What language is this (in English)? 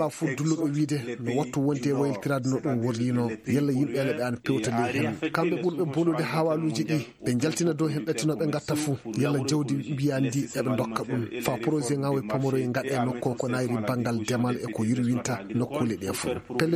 Fula